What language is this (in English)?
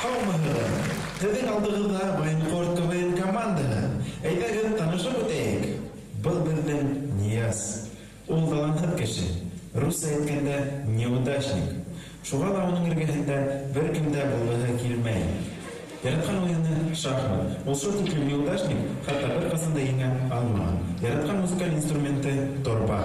Bashkir